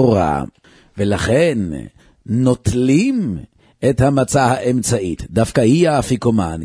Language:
Hebrew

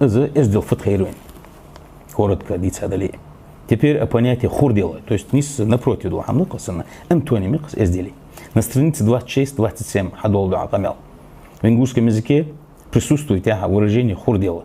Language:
Ingush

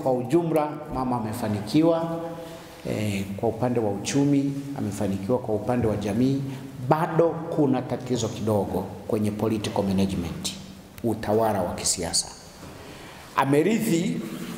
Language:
Swahili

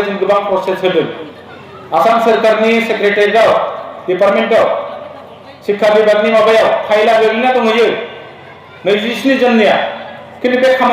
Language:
Bodo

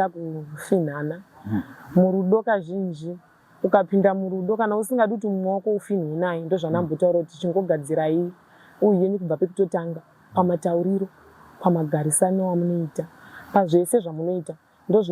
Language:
Shona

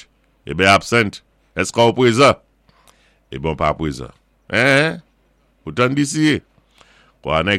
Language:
Saint Lucian Creole French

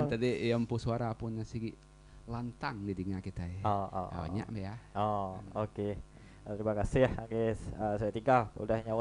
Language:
Iban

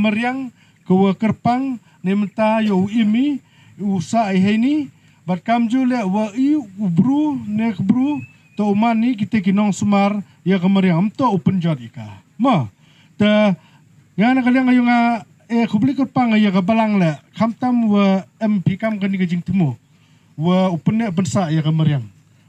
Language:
Pnar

